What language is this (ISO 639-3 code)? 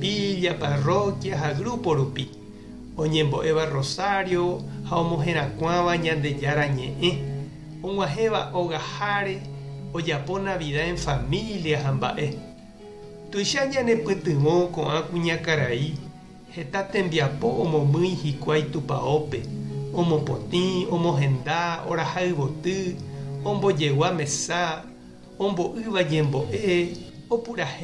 grn